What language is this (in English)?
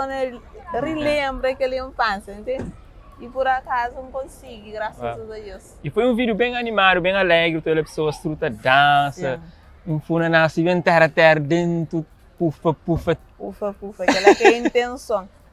Kabuverdianu